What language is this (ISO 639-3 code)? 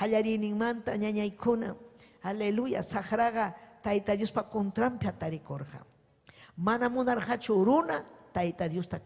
quy